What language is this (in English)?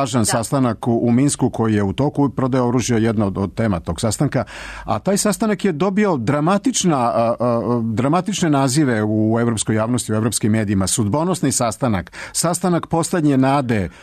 Serbian